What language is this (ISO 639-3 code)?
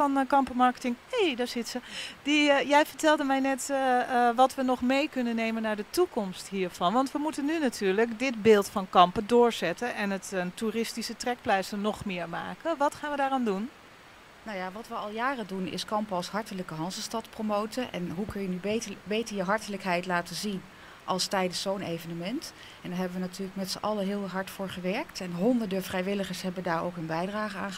nld